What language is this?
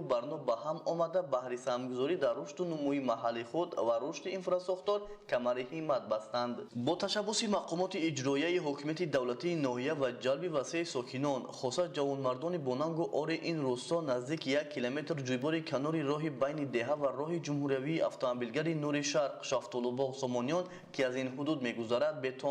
Tajik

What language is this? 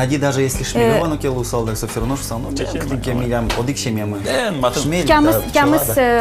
Udmurt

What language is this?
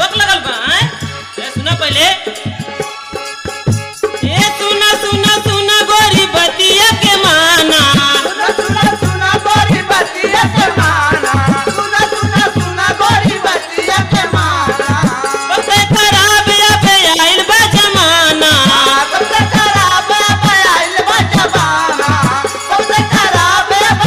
Bhojpuri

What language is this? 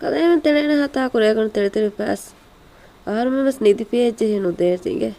Divehi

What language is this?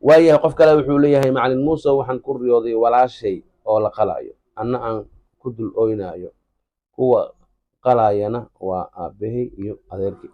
Somali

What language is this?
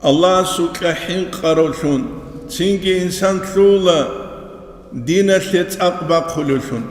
Avaric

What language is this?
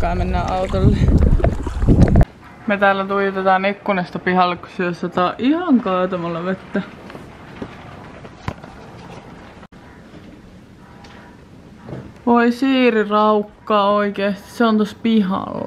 Finnish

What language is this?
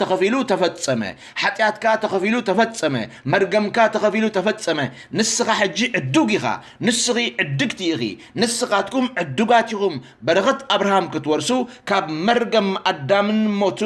Tigrinya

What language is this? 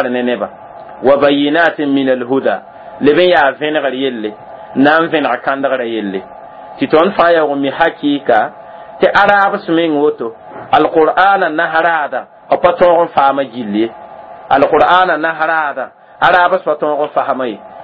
Mossi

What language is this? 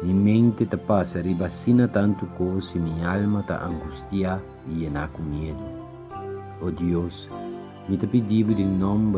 Papiamento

